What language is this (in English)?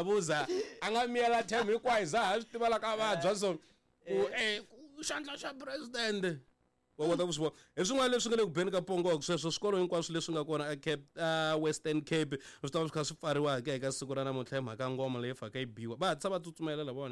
Tsonga